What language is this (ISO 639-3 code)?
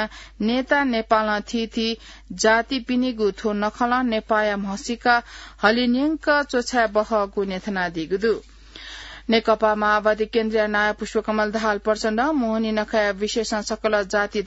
new